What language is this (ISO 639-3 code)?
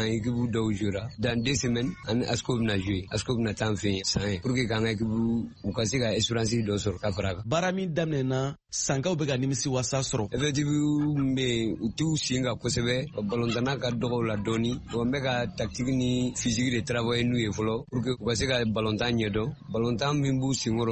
bam